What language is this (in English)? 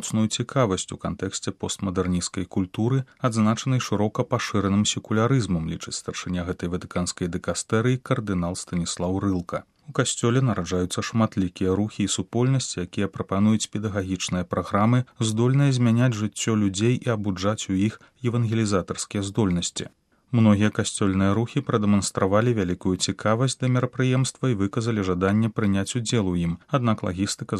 Belarusian